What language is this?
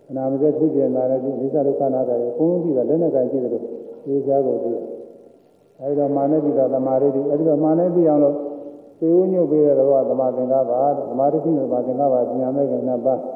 Burmese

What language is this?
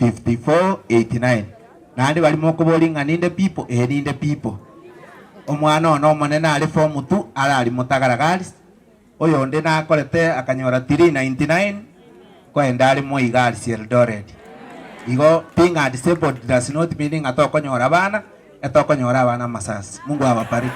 Gusii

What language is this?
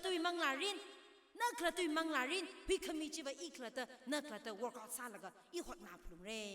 Tangkhul Naga (India)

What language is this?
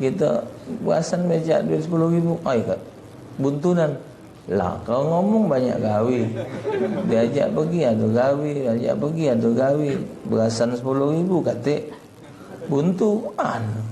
Musi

